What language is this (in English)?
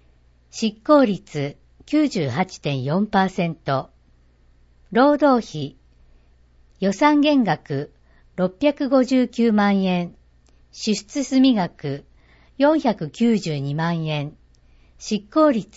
Japanese